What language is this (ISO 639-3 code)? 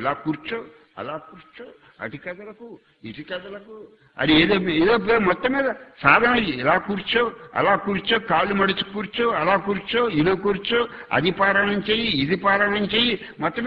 tel